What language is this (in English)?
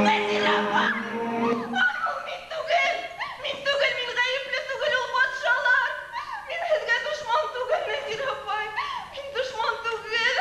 Bashkir